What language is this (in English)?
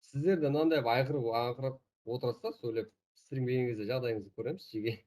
Kara-Kalpak